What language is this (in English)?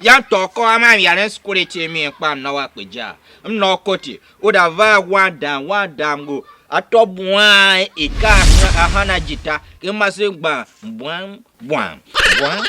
Tiv